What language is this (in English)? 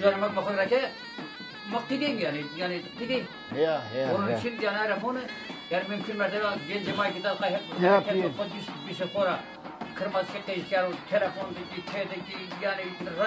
Zaza